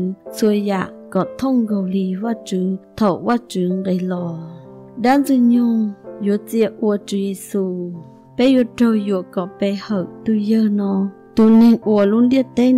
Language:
Hmong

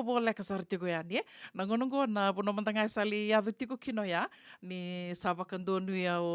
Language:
Fijian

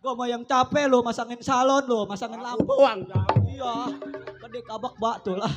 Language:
Betawi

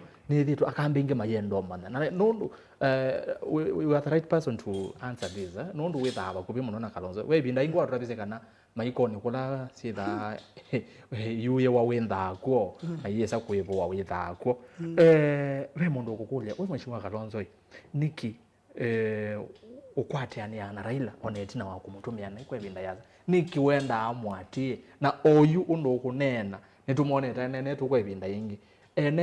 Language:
Kamba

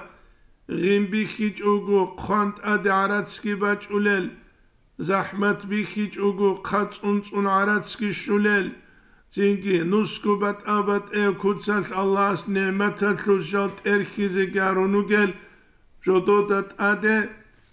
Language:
Avaric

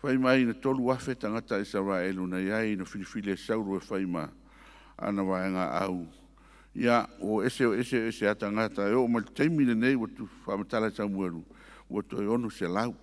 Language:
Samoan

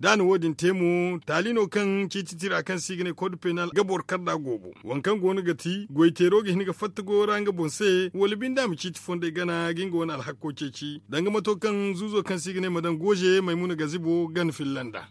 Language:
Zarma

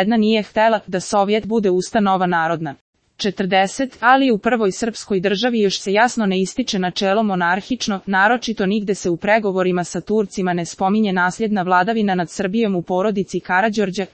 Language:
Croatian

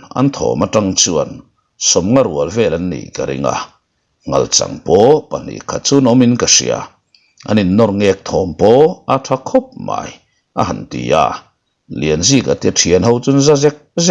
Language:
Mizo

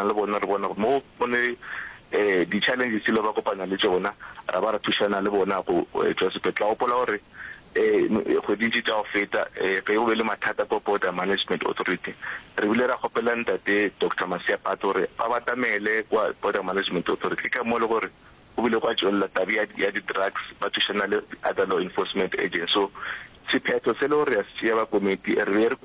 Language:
Northern Sotho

